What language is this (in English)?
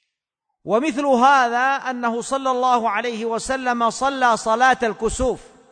Arabic